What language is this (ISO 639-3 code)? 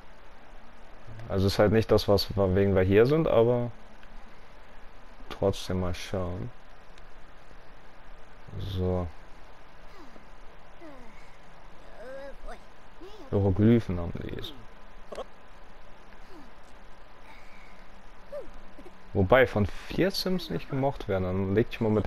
deu